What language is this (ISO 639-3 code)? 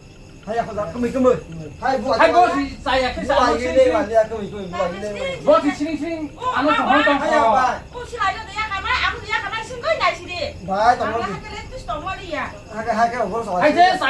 trp